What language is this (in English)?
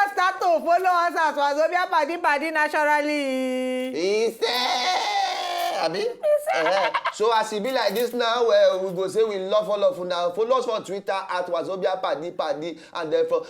Nigerian Pidgin